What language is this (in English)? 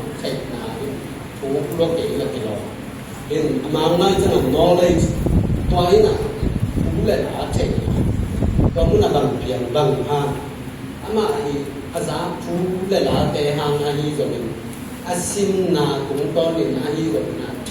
Tedim Chin